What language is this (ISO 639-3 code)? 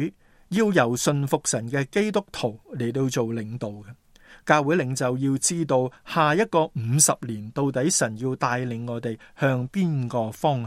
yue